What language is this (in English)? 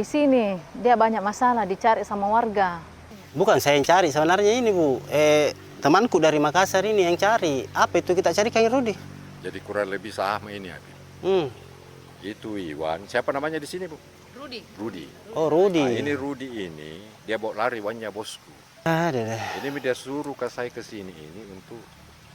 Makassar Malay